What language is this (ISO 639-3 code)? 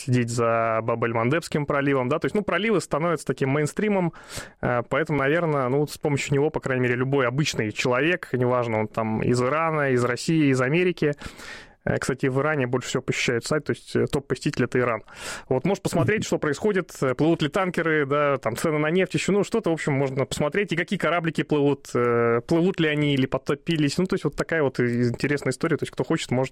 rus